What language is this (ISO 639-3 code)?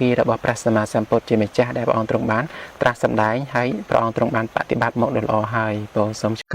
khm